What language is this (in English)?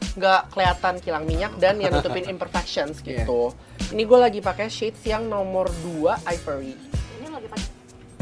Indonesian